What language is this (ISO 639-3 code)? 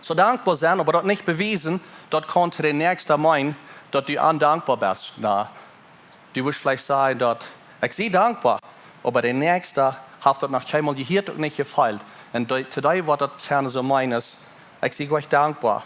pdt